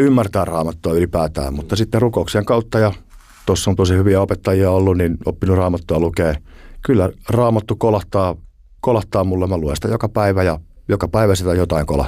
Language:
Finnish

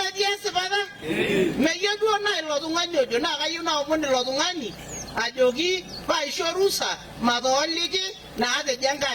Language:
Masai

